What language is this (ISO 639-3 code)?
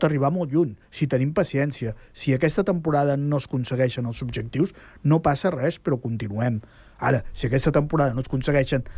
cat